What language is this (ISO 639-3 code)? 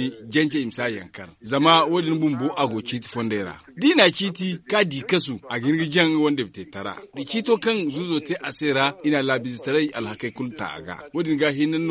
dje